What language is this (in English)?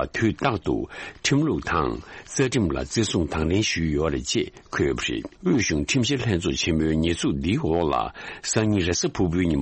Tibetan